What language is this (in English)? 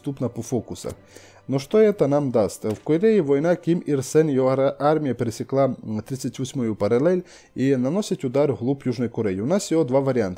Russian